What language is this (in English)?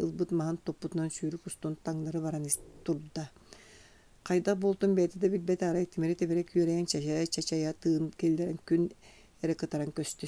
Yakut